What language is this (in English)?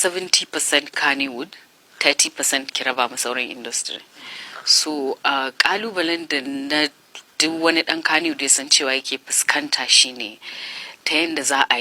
Hausa